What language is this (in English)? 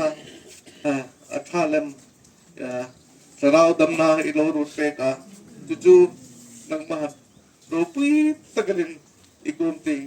Hmar